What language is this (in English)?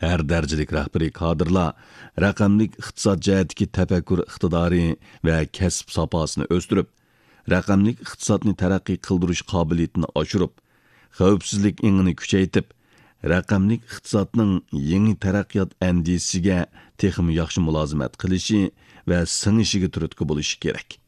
Uyghur